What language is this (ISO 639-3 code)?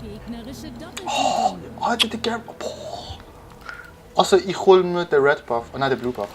gsw